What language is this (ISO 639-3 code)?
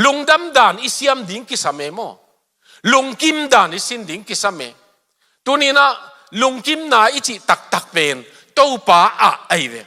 ctd